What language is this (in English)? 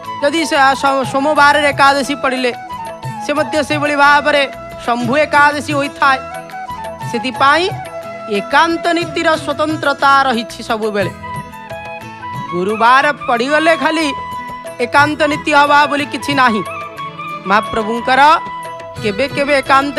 Odia